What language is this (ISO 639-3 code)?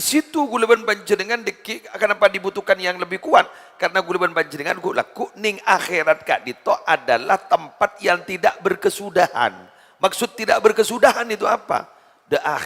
mad